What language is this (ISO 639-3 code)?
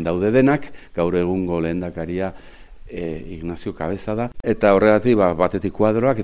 eus